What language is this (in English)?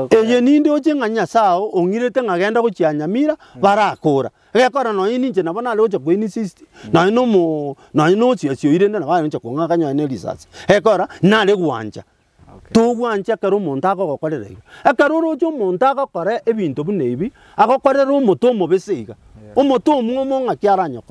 Gusii